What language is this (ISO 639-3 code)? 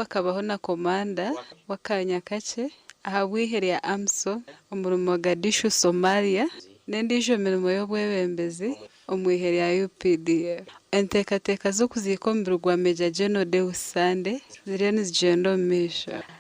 nyn